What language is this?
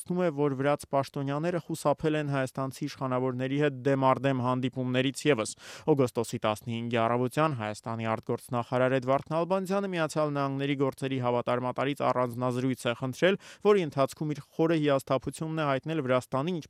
Armenian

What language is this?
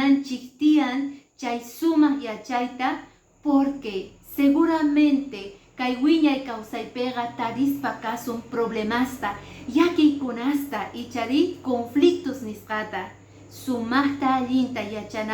Quechua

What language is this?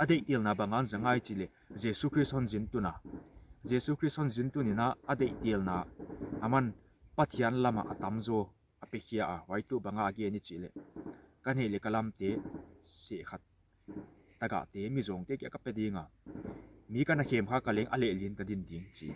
Paite Chin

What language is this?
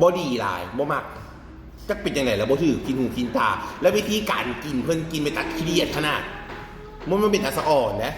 Northeastern Thai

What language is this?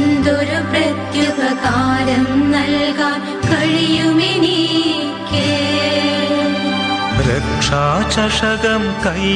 Malayalam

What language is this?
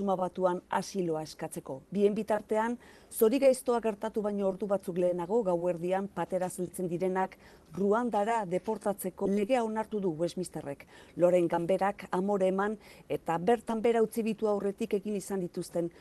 Basque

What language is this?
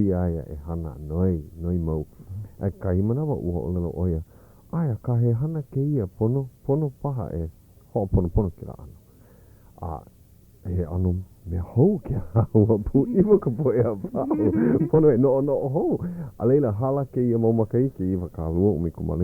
Hawaiian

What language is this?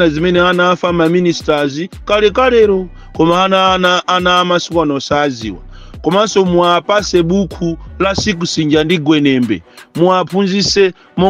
Nyanja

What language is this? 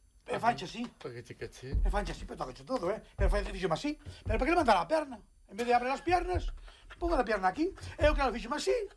Galician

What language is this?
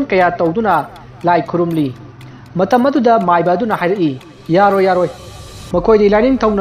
Manipuri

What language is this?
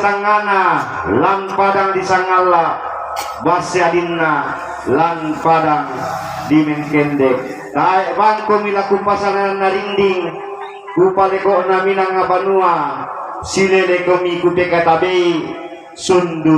Toraja-Sa'dan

